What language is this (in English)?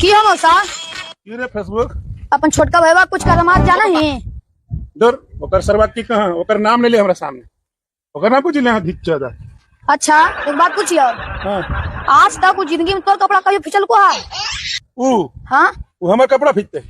Magahi